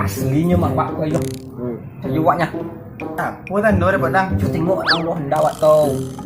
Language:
Minangkabau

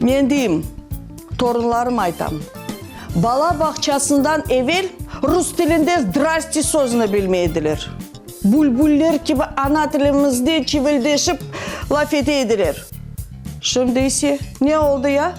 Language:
Crimean Tatar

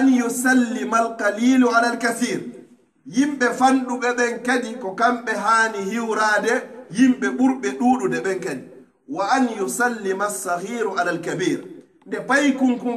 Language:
Pular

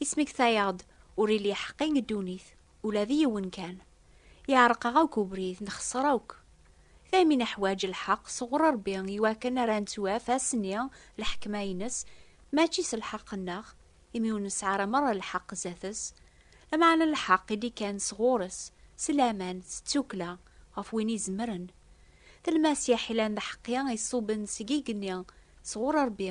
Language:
Kabyle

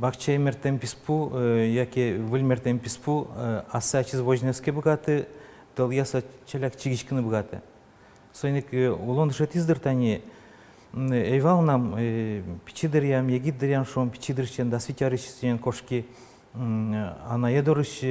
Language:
Udmurt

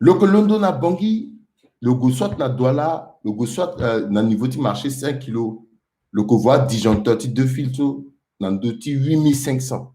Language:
Sango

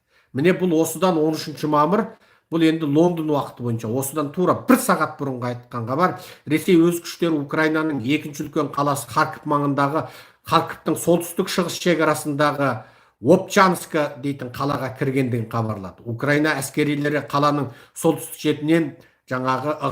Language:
Kazakh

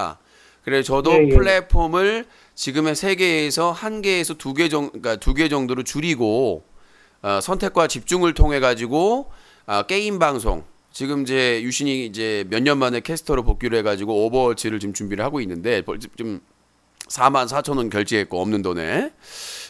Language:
Korean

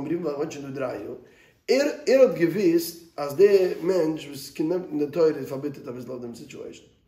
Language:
Yiddish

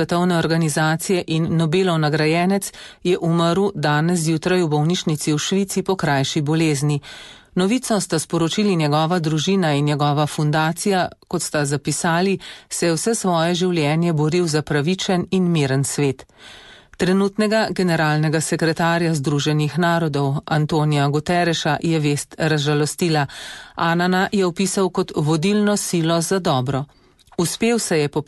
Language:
Slovenian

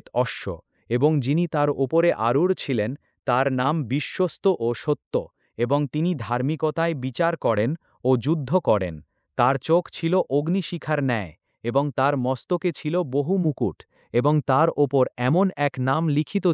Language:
Bangla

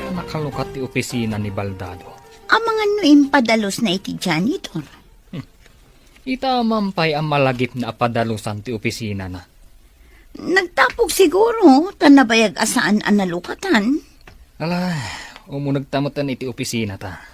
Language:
Iloko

